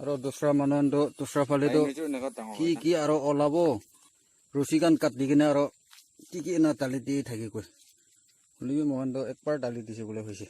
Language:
Naga Pidgin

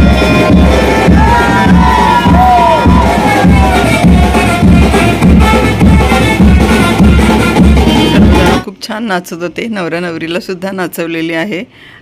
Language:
Marathi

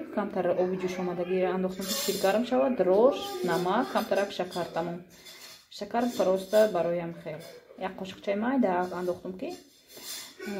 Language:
Tajik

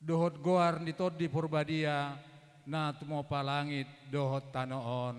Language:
Batak Toba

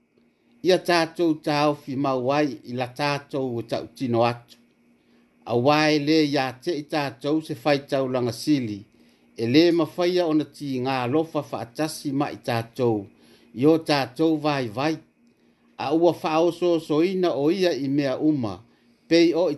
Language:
Samoan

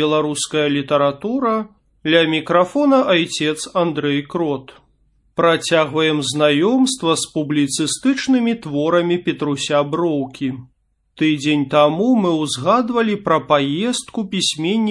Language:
Belarusian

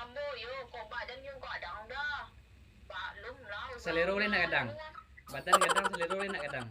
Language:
Minangkabau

